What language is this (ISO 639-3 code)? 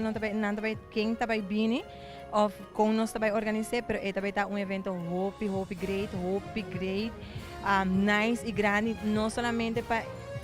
pap